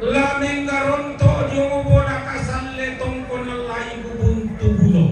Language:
Toraja-Sa'dan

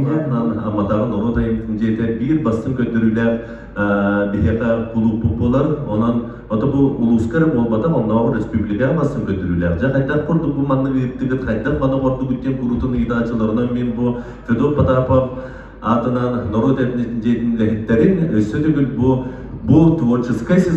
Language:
Yakut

